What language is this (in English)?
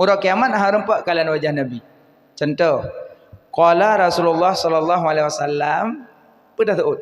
Achinese